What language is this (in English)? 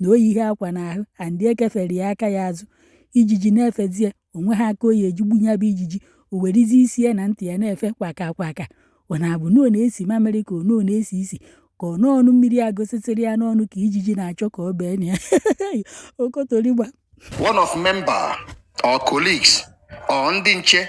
Igbo